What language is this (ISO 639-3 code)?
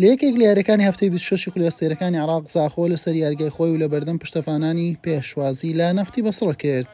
ckb